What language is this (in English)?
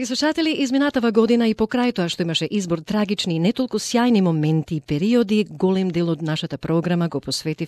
Macedonian